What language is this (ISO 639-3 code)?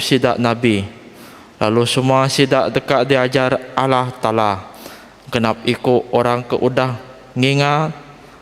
iba